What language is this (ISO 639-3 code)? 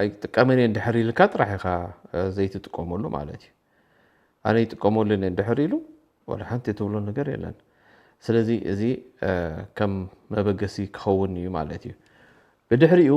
tir